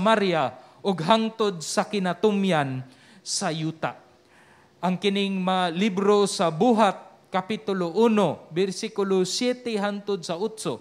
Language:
Cebuano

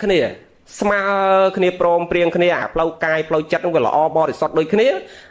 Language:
Khmer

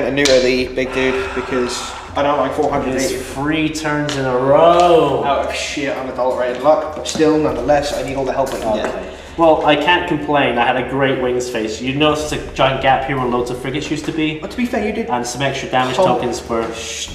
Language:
English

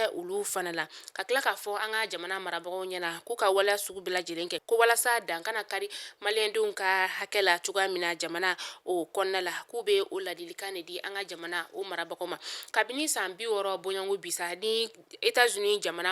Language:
Bambara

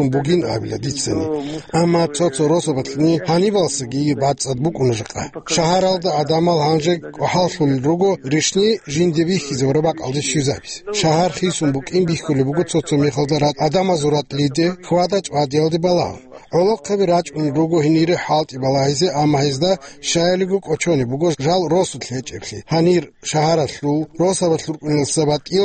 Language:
Avaric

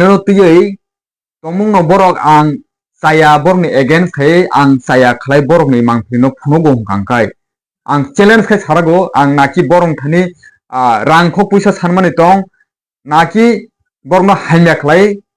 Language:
Kok Borok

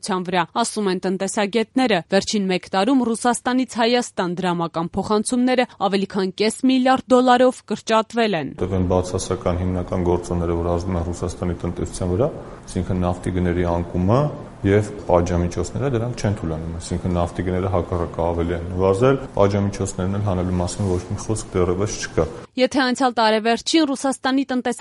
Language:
Armenian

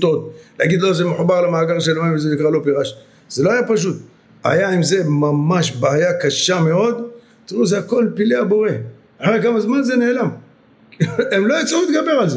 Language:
Hebrew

